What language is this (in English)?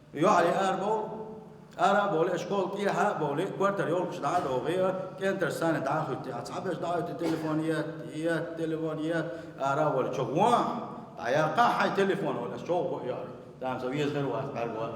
Chechen